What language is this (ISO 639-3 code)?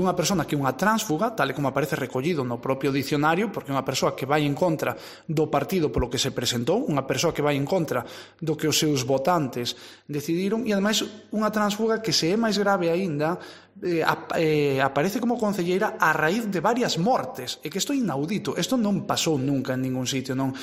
glg